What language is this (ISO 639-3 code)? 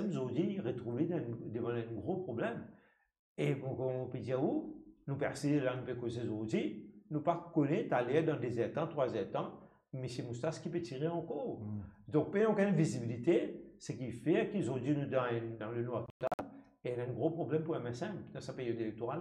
mfe